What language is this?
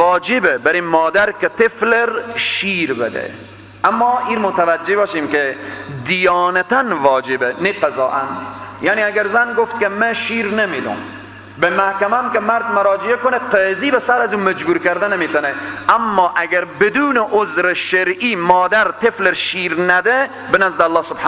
Persian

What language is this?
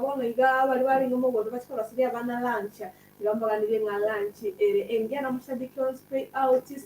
Gusii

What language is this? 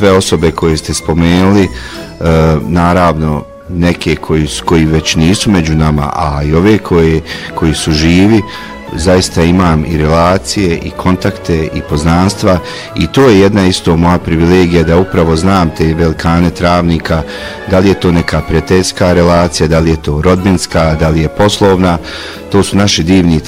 Bosnian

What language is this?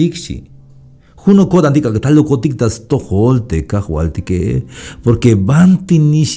Tzeltal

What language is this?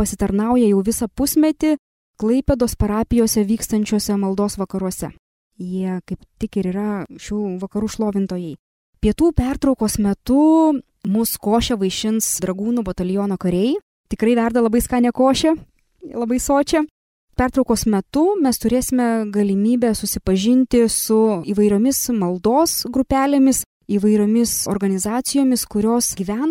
Lithuanian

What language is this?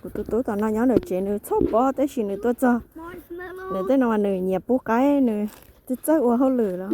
Hmong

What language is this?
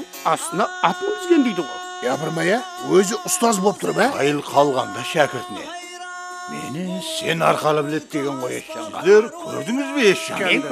Kara-Kalpak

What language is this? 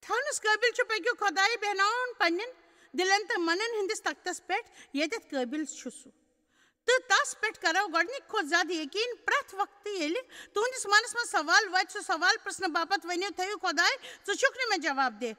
Kashmiri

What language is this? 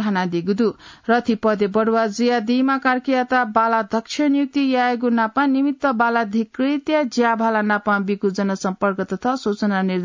Newari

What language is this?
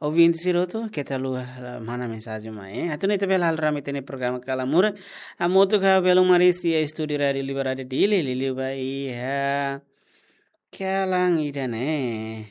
Tetum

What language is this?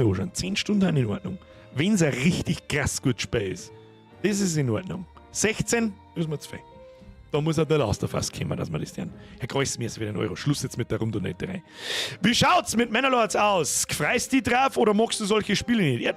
Bavarian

